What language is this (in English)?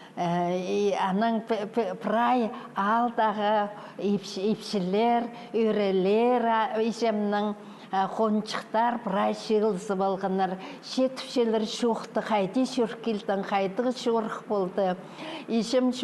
Khakas